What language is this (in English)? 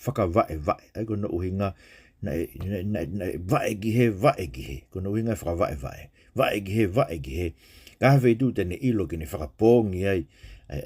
Tongan